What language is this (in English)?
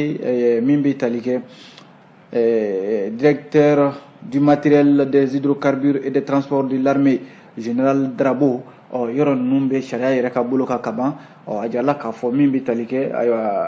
Bambara